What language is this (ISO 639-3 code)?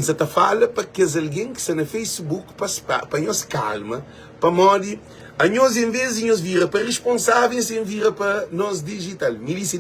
kea